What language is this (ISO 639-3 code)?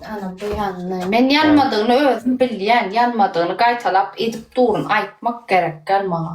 tuk